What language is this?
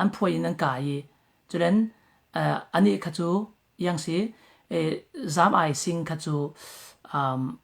Falam Chin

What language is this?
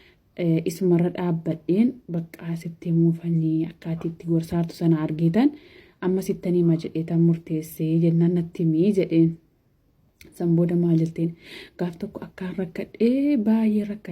Oromo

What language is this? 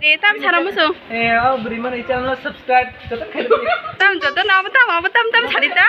Kok Borok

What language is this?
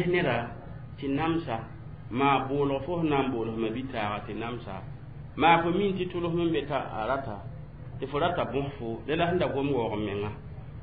Mossi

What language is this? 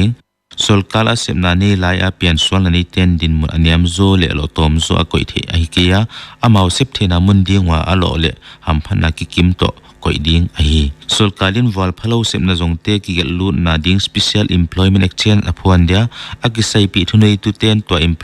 Paite Chin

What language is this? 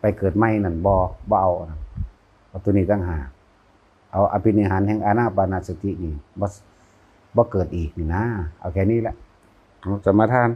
Lao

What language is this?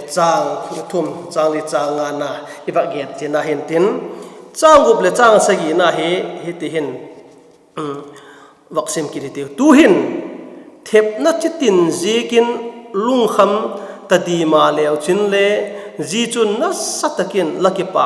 Vaiphei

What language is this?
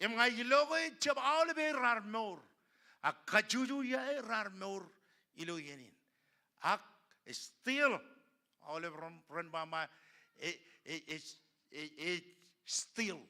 Marshallese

